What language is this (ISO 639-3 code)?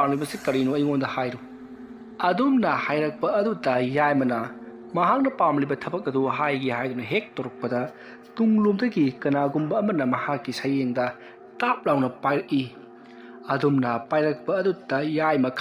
mni